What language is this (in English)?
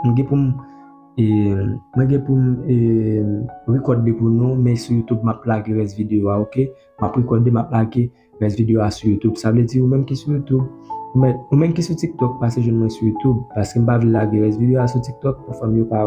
Haitian Creole